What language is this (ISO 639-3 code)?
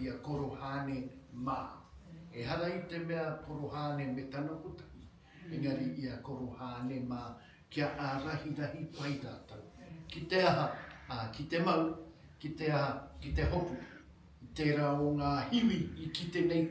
mri